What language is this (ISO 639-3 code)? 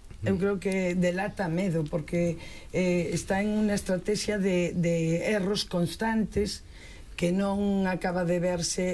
glg